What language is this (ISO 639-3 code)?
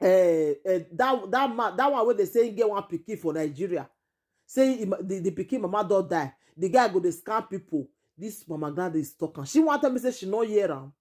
pcm